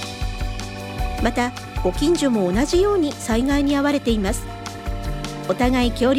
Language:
Japanese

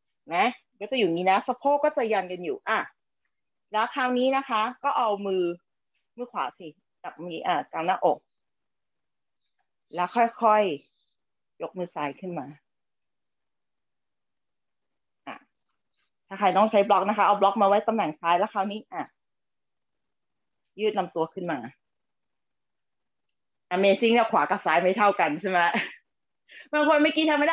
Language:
Thai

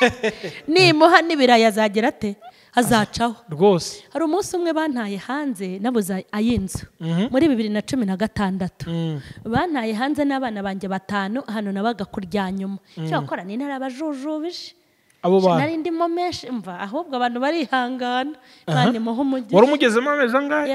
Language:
Kinyarwanda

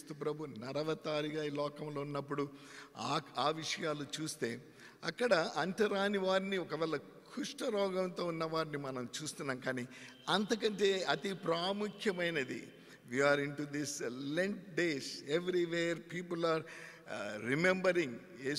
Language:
Telugu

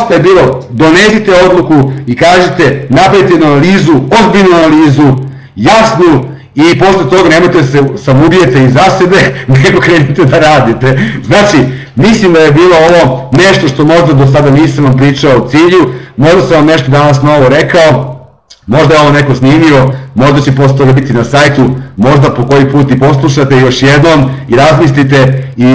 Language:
Serbian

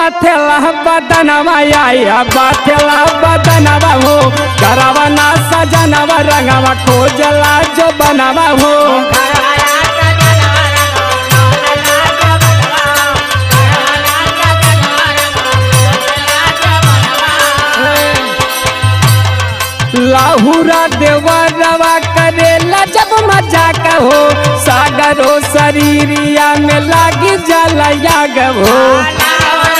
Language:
Bhojpuri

